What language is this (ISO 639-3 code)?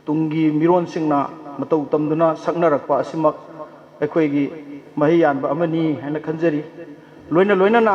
mni